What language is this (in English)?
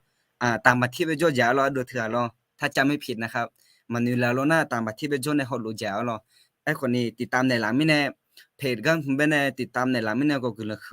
Akha